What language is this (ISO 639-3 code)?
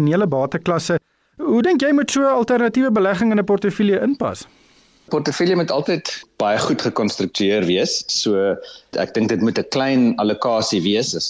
afr